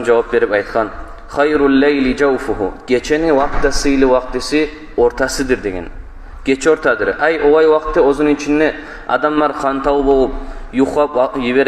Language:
Kumyk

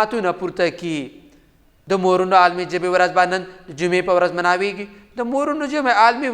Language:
Pashto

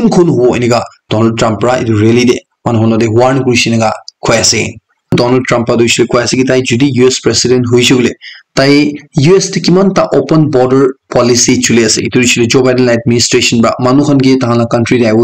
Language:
Naga Pidgin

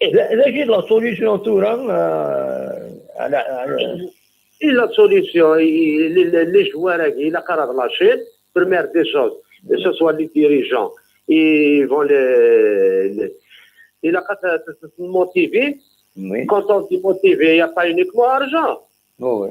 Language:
Kabyle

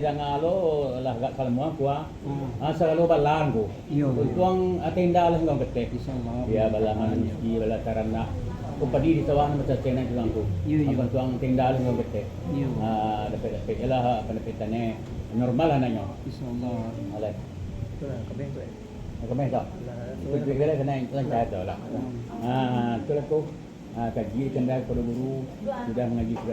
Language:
Minangkabau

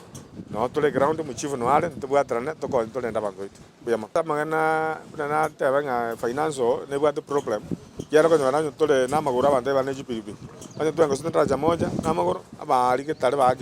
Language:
Gusii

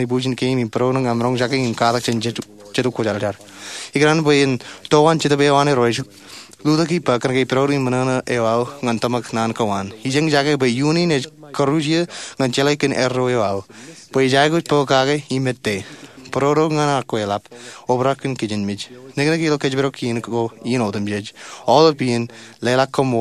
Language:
Marshallese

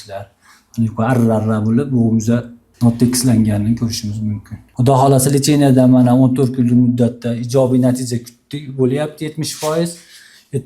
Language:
Uzbek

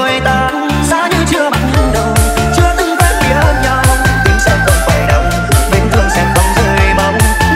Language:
Vietnamese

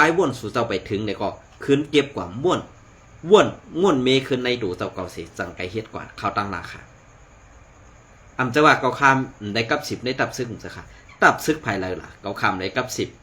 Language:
Shan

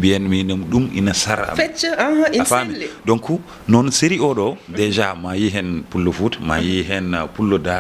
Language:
Fula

